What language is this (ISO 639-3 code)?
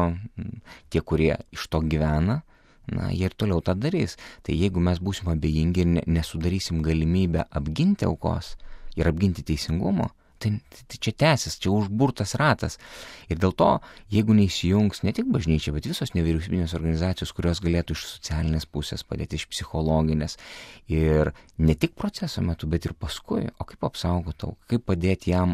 lit